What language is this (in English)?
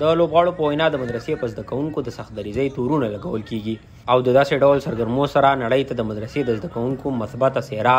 Pashto